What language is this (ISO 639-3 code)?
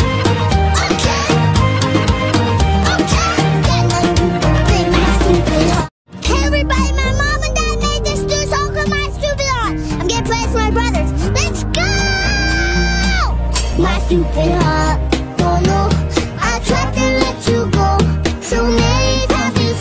eng